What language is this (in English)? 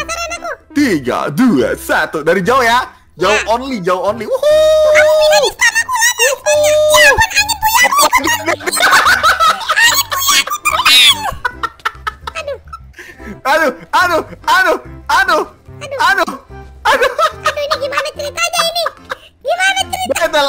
Indonesian